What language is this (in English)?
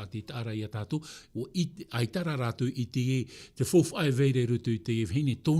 Tahitian